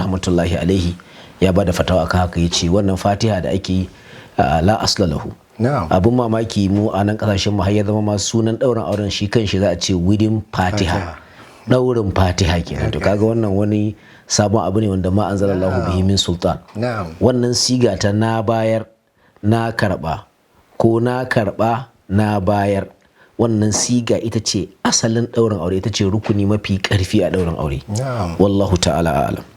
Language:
Hausa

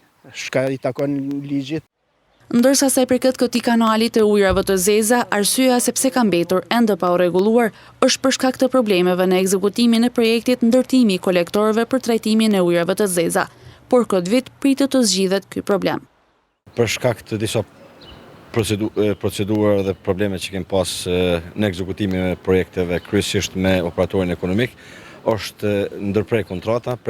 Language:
Albanian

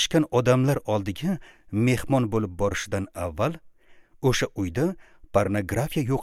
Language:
Uzbek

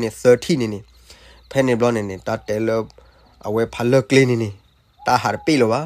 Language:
S'gaw Karen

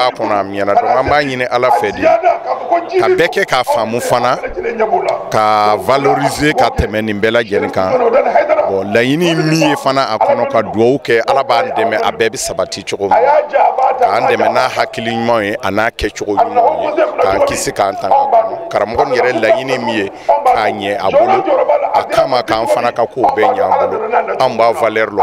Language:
Bambara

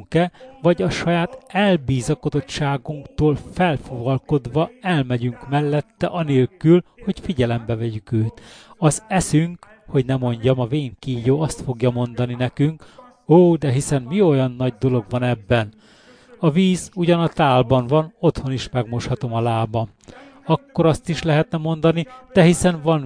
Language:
Hungarian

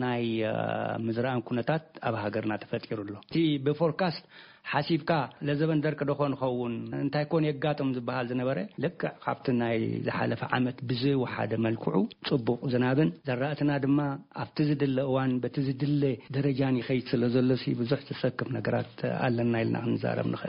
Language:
Tigrinya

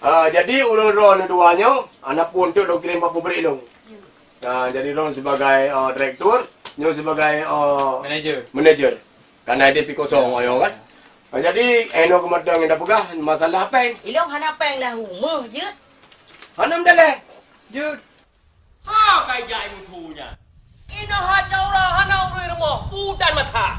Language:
Achinese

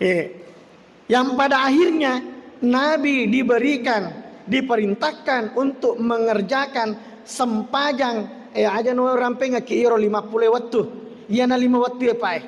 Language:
Buginese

